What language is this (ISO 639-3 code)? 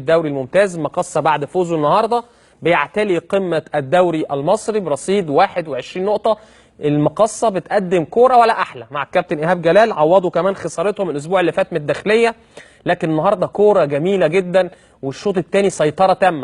arz